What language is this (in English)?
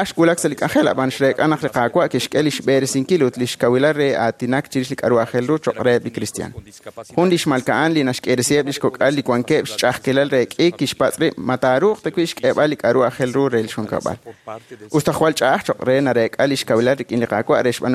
Kekchí